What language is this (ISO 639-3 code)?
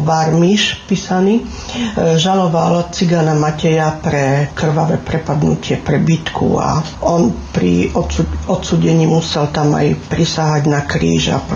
slk